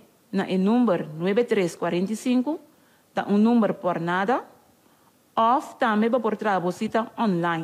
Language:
Papiamento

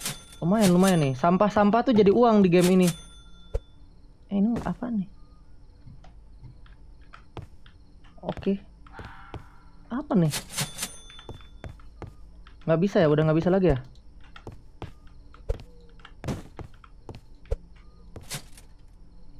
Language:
Indonesian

